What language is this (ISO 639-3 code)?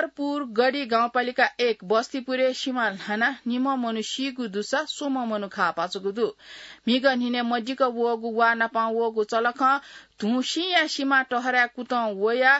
new